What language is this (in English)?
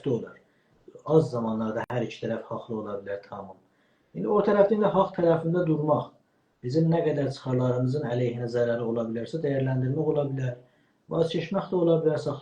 South Azerbaijani